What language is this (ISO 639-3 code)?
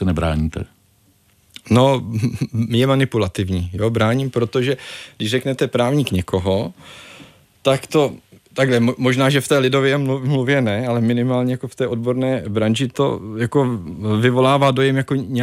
ces